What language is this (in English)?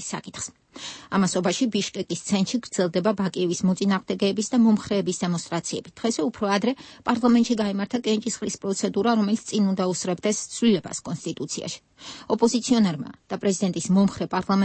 Georgian